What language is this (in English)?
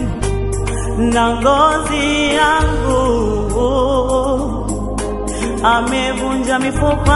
Swahili